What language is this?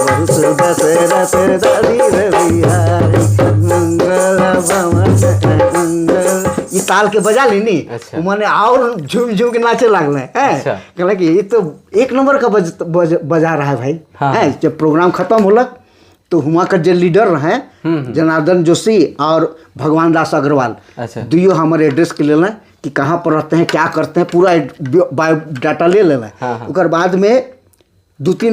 Sadri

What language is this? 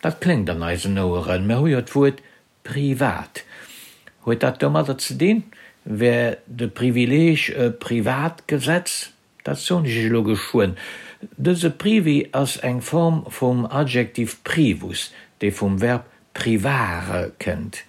Luxembourgish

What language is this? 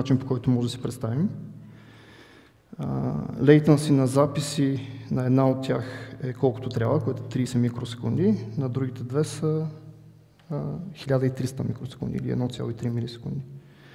Bulgarian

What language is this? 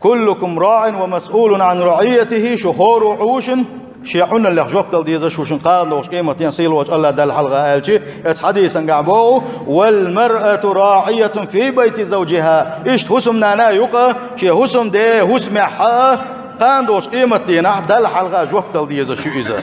Chechen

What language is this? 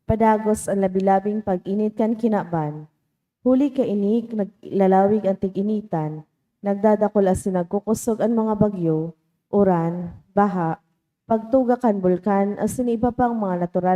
Bikol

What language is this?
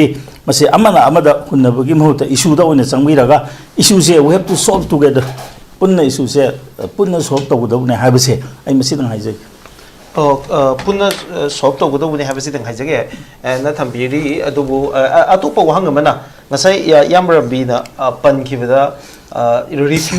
Manipuri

